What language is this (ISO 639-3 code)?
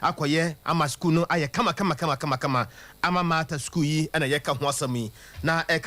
aka